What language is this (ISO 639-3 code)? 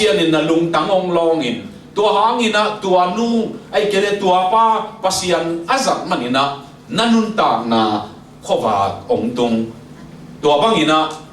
ctd